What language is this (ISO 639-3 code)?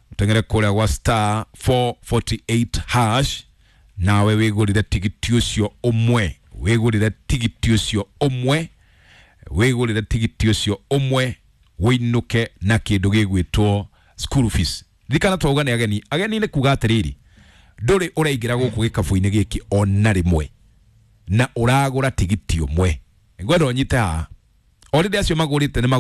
kik